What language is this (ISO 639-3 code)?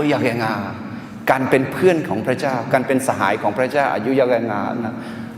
ahk